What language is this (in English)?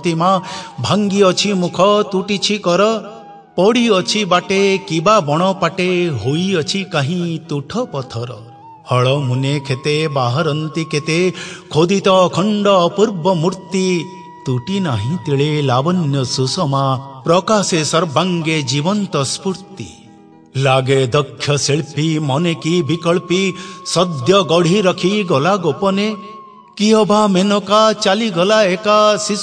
Odia